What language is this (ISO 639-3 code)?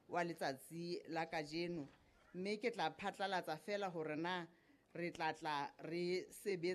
sot